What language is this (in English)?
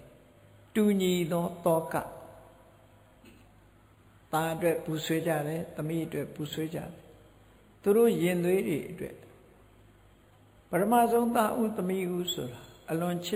Burmese